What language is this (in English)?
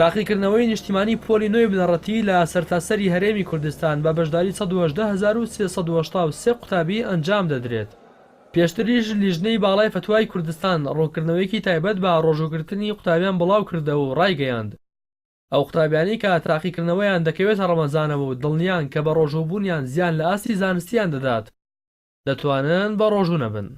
Central Kurdish